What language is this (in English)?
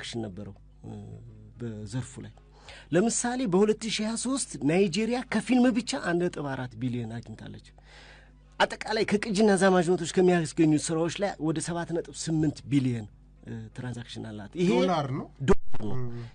Amharic